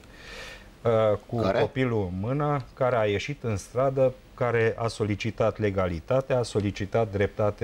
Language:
Romanian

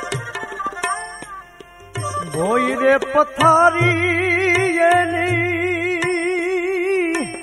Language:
Gujarati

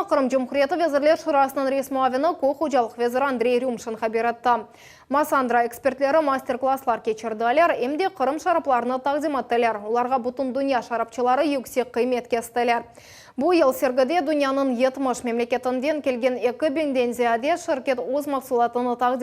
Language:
Crimean Tatar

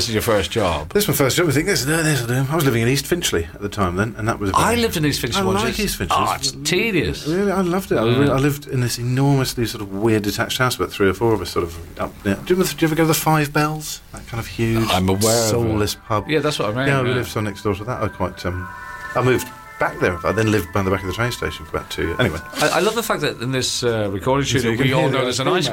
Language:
English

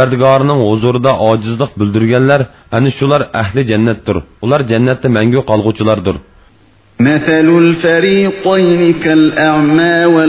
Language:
Uyghur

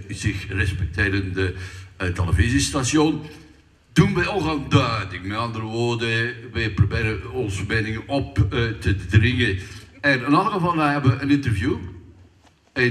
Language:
Limburgish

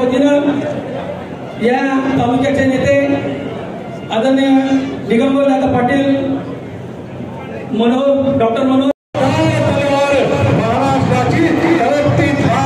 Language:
Marathi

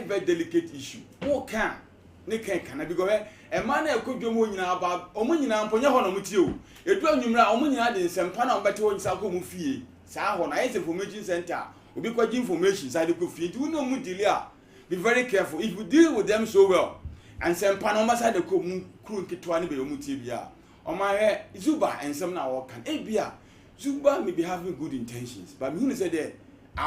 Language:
Akan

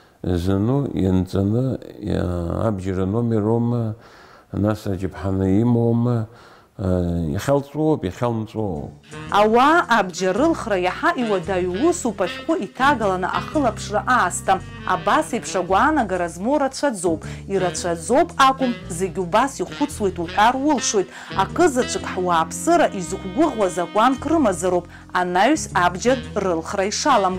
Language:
Abkhazian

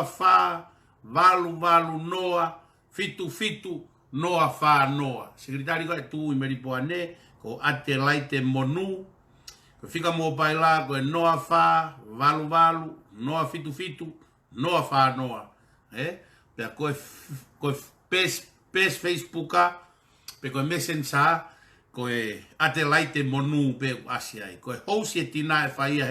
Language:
Tongan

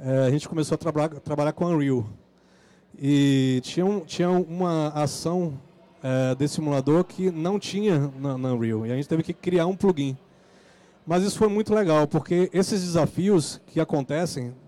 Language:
Portuguese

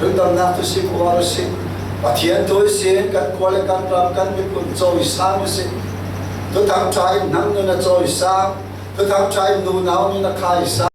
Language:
Falam Chin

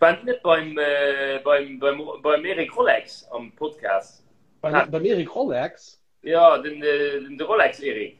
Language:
Luxembourgish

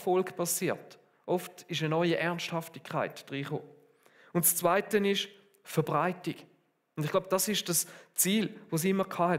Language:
Swiss German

